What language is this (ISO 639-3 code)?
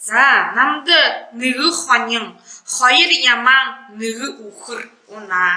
bua